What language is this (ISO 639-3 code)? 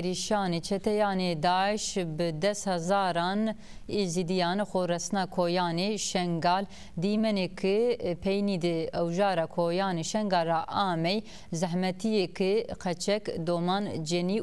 zza